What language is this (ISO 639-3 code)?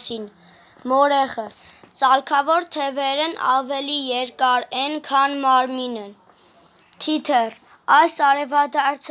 hye